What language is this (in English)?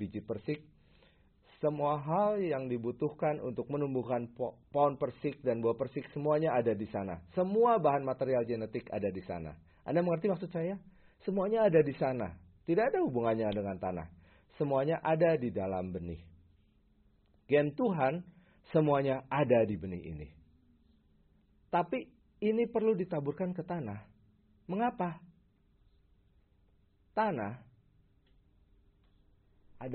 Indonesian